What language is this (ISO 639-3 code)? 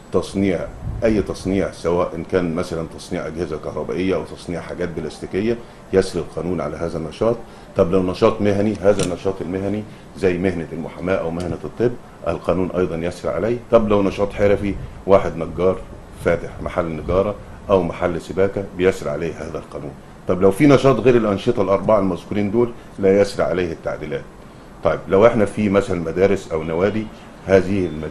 arz